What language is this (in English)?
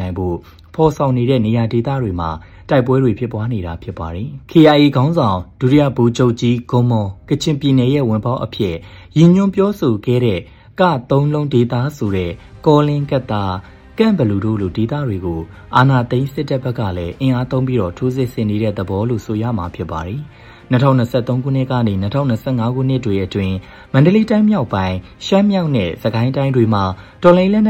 Burmese